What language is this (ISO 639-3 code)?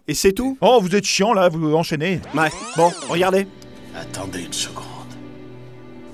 fra